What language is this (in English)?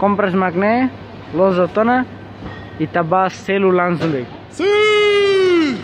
Tetum